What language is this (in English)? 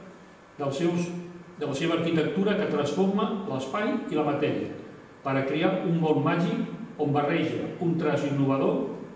Catalan